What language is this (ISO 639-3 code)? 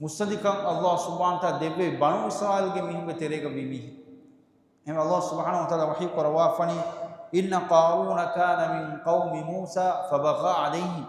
div